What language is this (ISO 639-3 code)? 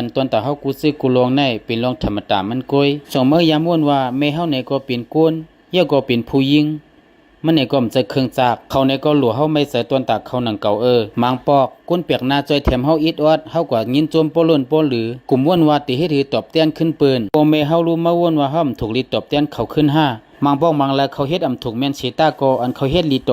shn